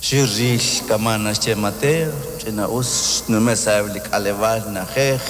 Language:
Kekchí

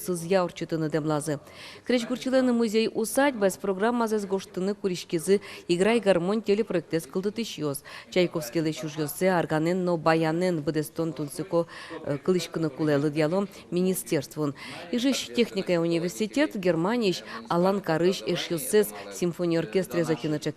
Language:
Udmurt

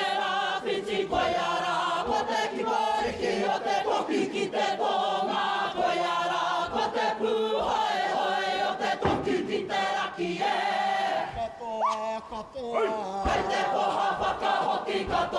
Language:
Māori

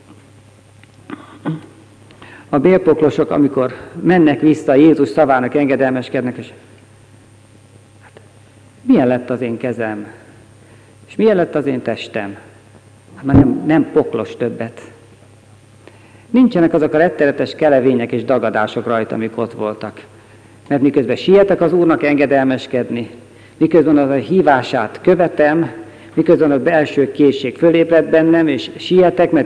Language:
Hungarian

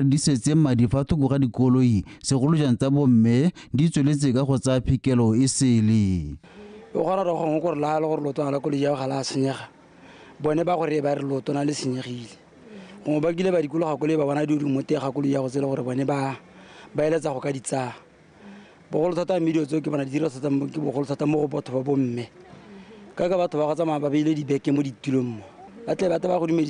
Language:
Tswana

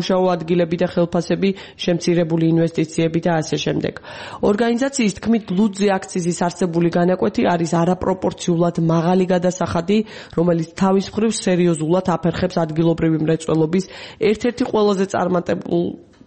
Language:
Georgian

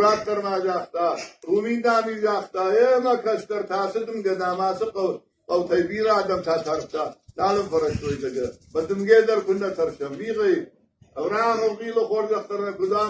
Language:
Ossetic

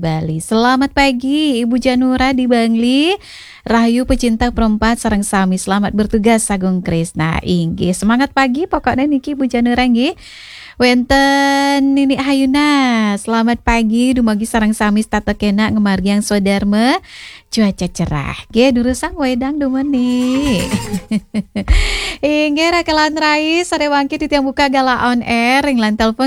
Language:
Balinese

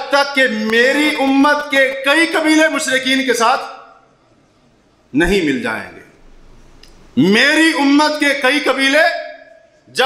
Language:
Urdu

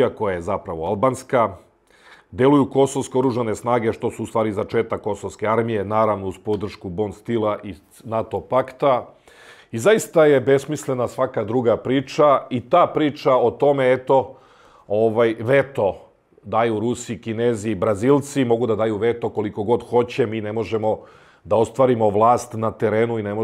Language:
Serbian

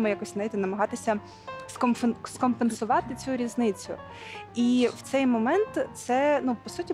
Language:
Ukrainian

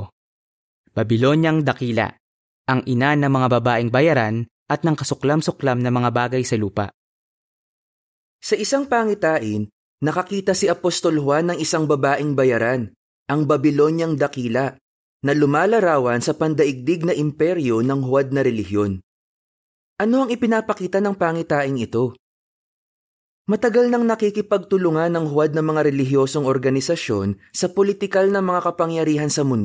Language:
Filipino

